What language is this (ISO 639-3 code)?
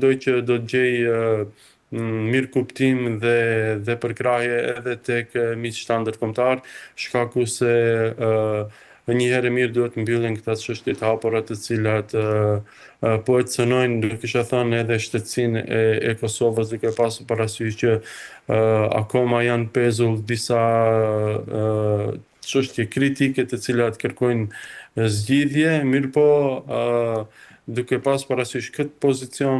sqi